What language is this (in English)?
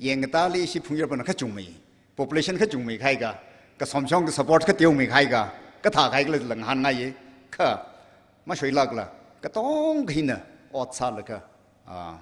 Tangkhul Naga (India)